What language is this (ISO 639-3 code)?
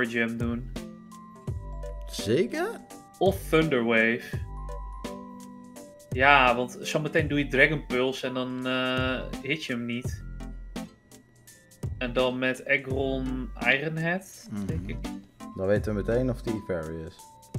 nld